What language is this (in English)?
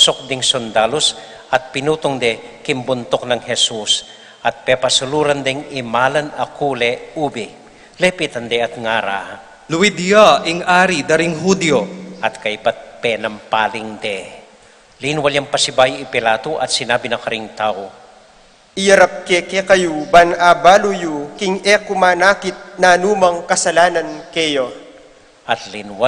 Pampanga